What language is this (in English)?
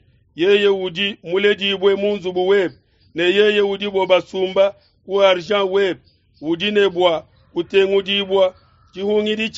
Luba-Lulua